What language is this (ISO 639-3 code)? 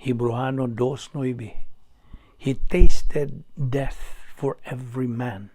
ceb